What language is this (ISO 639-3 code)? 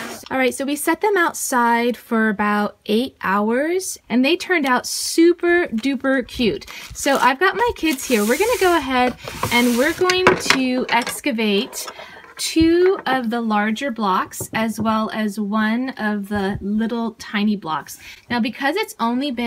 eng